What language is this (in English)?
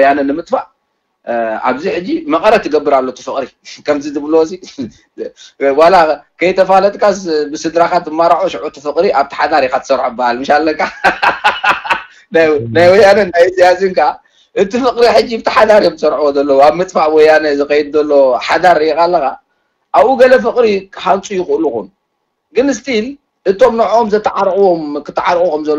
Tigrinya